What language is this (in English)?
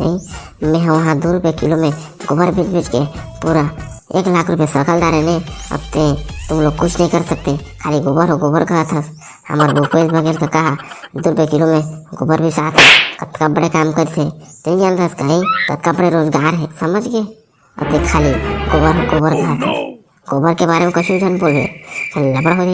Chhattisgarhi